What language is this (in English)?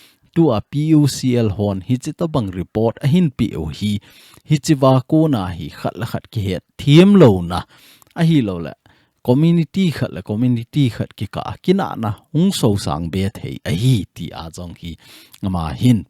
Thado Chin